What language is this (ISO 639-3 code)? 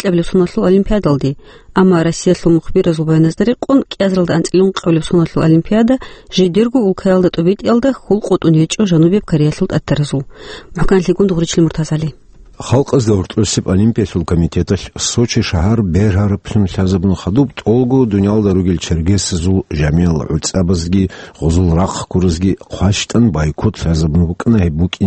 ava